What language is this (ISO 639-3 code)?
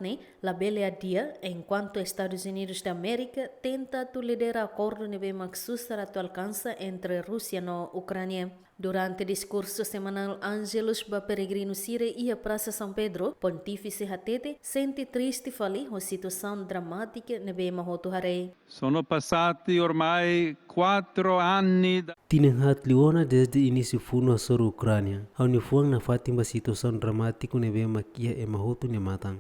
tet